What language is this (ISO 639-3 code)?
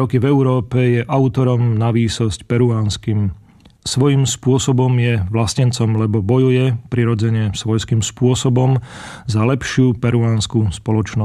slk